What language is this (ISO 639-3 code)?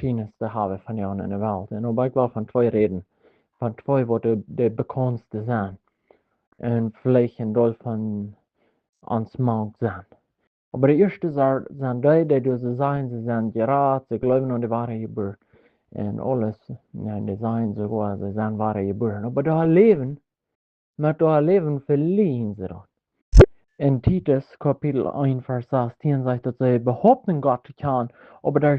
pdt